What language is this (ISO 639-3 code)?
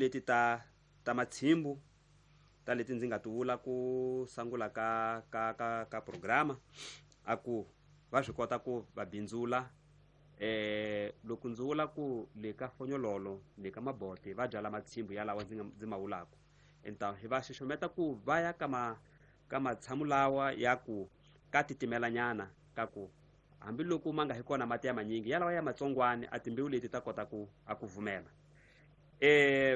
tso